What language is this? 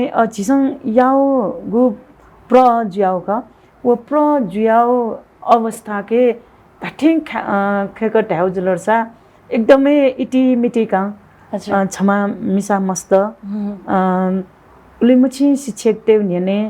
Newari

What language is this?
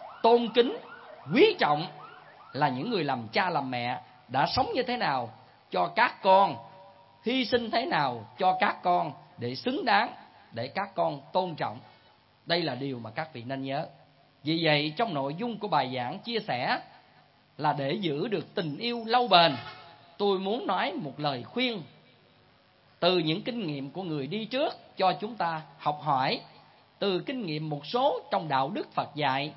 Vietnamese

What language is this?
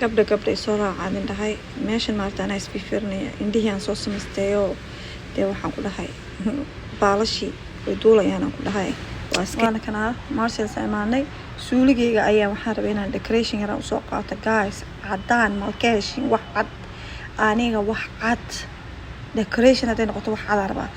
Somali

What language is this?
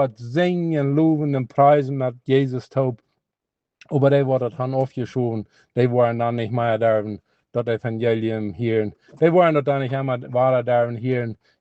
Plautdietsch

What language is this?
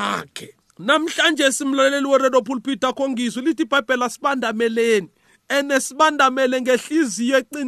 South Ndebele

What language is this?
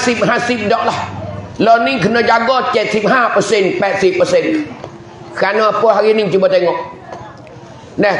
Pattani Malay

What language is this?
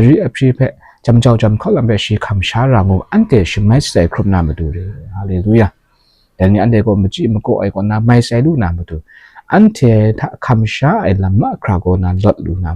Kachin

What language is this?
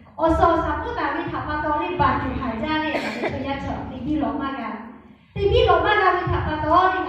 Lahu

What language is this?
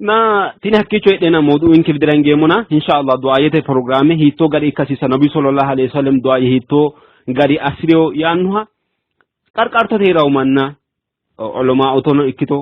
Sidamo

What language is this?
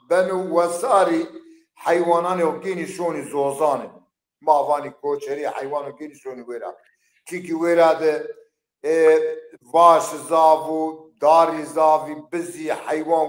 Zaza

